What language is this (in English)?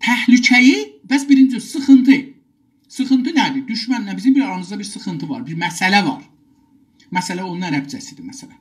South Azerbaijani